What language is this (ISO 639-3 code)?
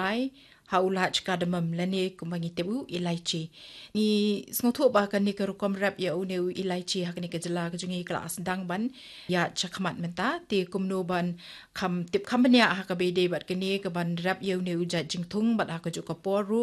kha